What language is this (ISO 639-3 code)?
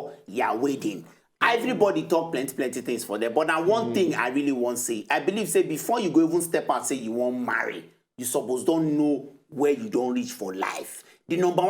pcm